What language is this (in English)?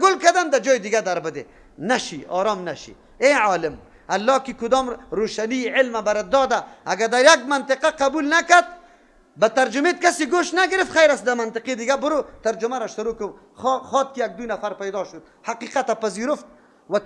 Persian